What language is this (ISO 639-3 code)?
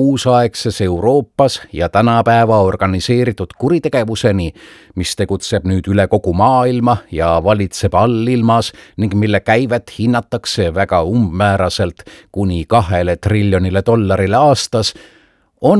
est